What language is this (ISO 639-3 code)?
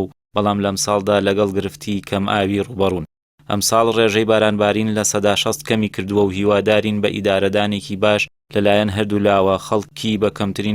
ckb